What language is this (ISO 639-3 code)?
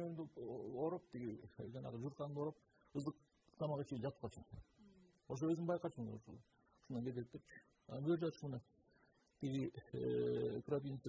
kir